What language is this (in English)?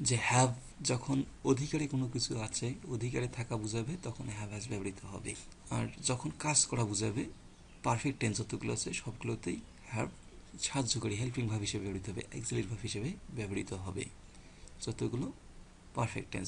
Bangla